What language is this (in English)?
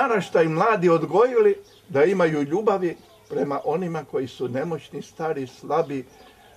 Croatian